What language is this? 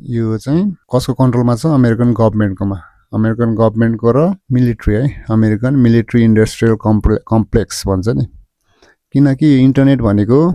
Nepali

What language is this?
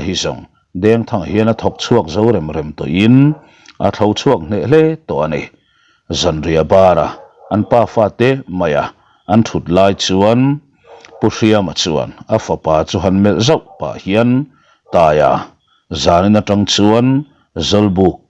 Mizo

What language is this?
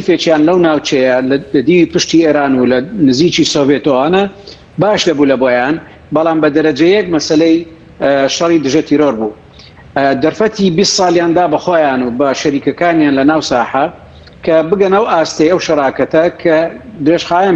Central Kurdish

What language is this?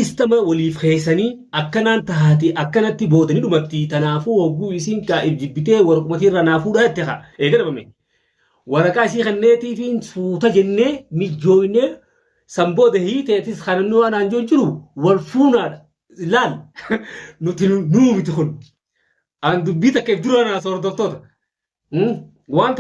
Oromo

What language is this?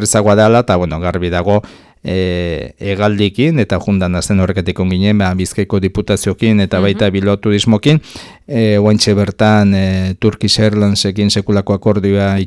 Basque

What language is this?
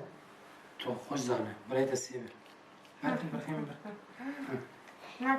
Kurdish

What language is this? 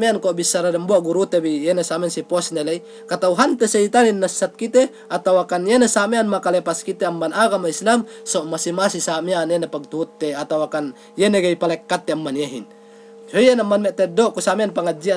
Yakan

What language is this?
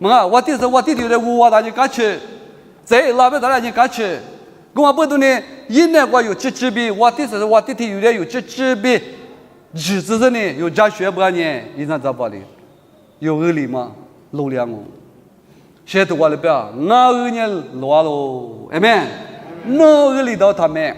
Lisu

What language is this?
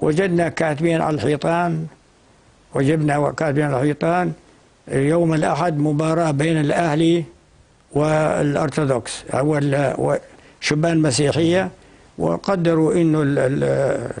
North Levantine Arabic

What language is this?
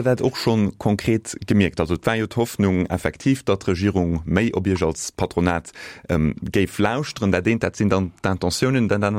Luxembourgish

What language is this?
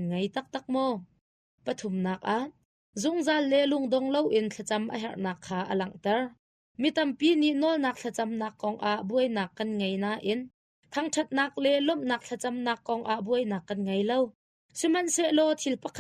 Hakha Chin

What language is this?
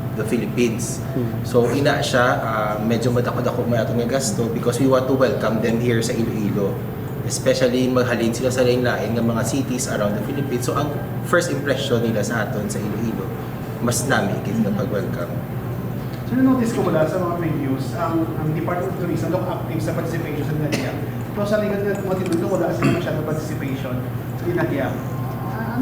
Hiligaynon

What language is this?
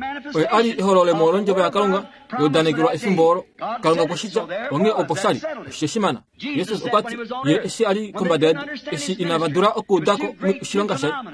Kuanyama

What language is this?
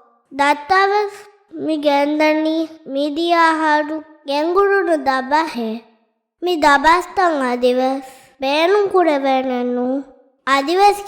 Divehi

